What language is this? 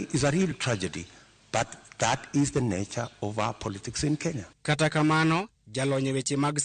Luo (Kenya and Tanzania)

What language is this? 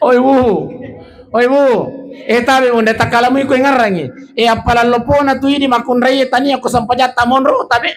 Buginese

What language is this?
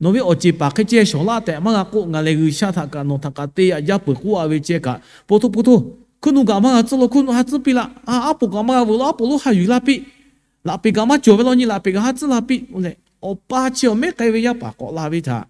Lahu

